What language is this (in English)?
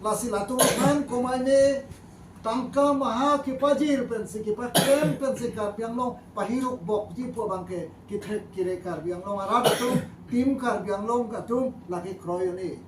Karbi